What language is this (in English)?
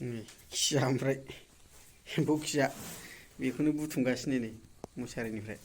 Bodo